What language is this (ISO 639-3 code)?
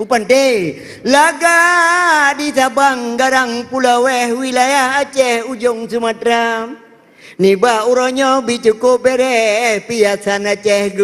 ace